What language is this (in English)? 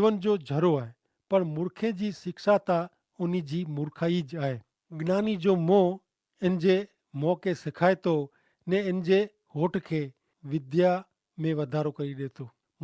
Kachhi